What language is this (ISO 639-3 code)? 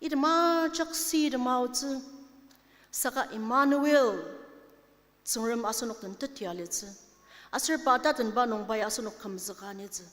njo